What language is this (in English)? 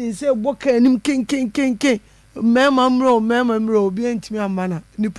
Akan